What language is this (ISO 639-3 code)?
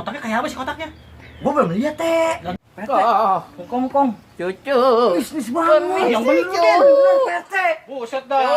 bew